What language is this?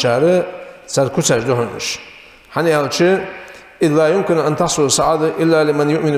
Ingush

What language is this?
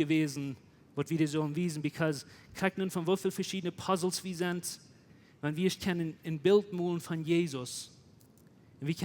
Plautdietsch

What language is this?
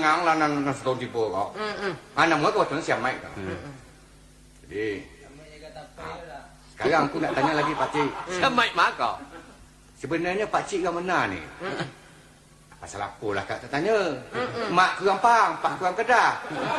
Minangkabau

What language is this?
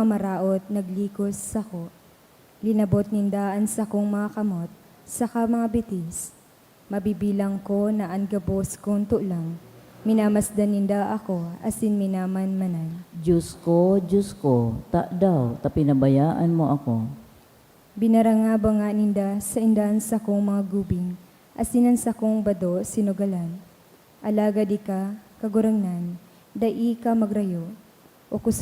Bikol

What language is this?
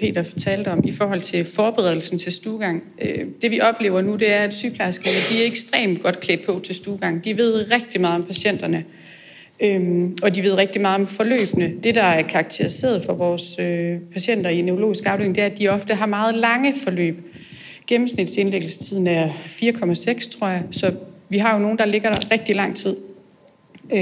Danish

